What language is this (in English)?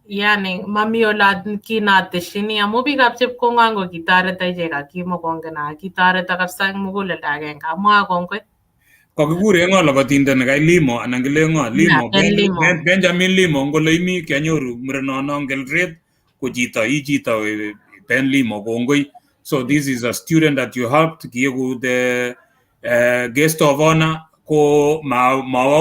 Kalenjin